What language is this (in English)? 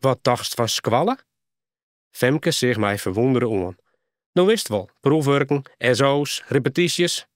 Western Frisian